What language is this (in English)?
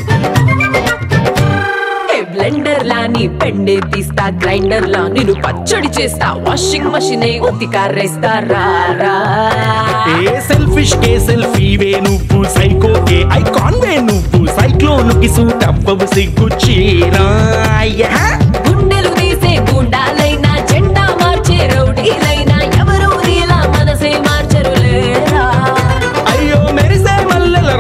Telugu